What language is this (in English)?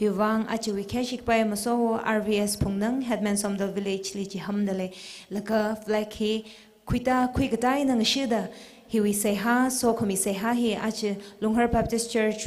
Tangkhul Naga (India)